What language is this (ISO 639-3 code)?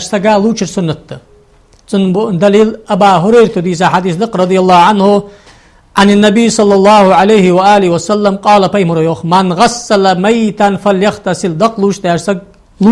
inh